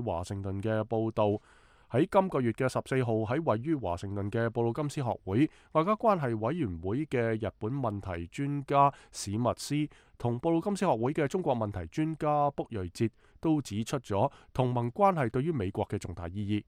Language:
Cantonese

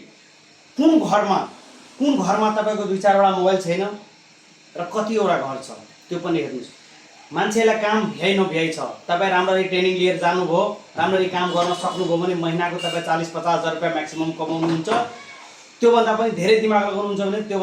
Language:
Nepali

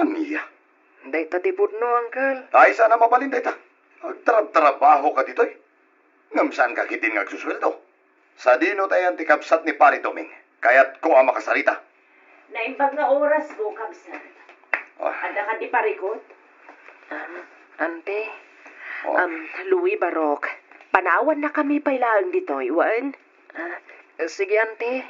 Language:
Iloko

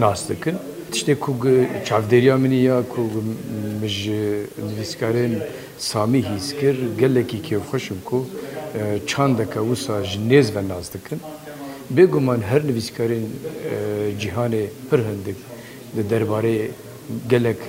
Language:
Kurdish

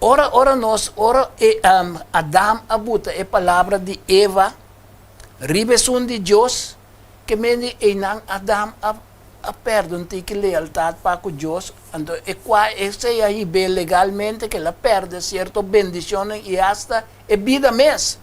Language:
Papiamento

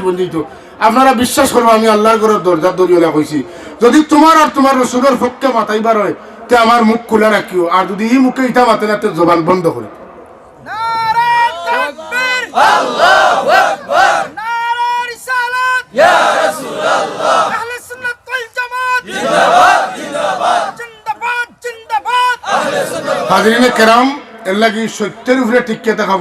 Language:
Sylheti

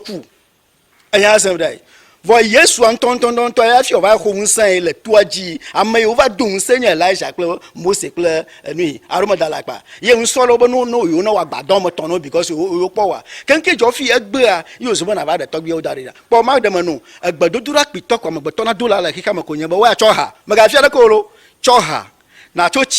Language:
Ewe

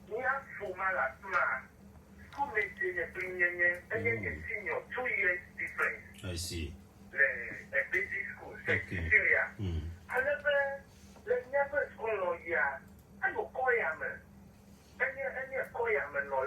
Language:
Ewe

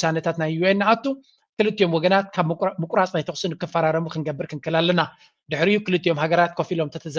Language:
Tigrinya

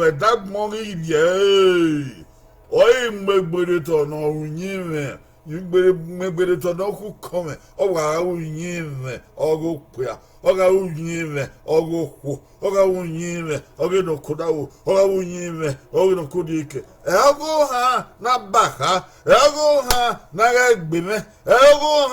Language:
Bini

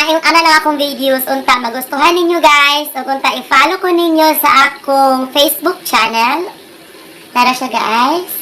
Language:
Cebuano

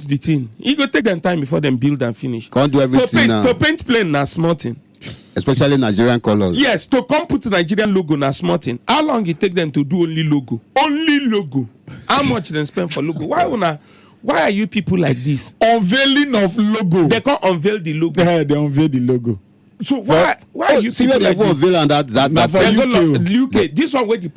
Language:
Nigerian Pidgin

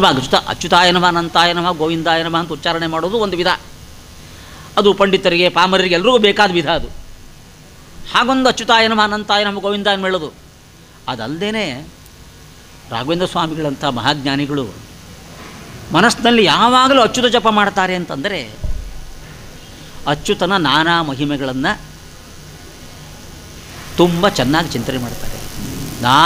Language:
Kannada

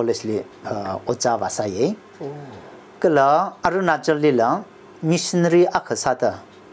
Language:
Tangkhul Naga (India)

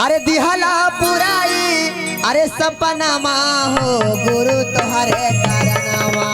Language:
Magahi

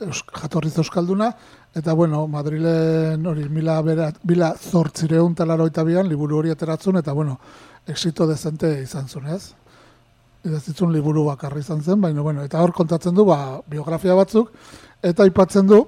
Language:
Basque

